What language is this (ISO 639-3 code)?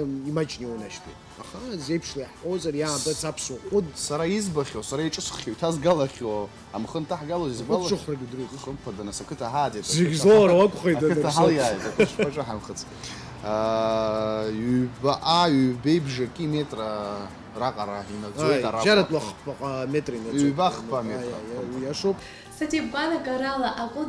abk